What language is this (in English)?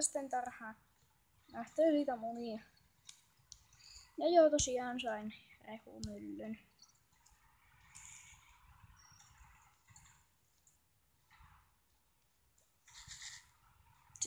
Finnish